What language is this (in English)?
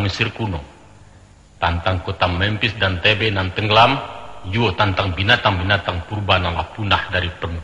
Minangkabau